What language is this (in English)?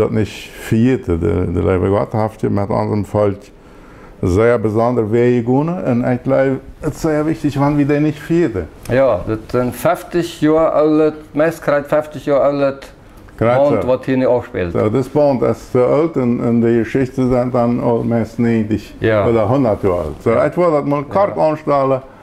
Plautdietsch